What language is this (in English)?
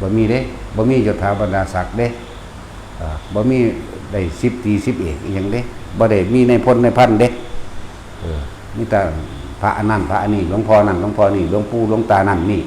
Northeastern Thai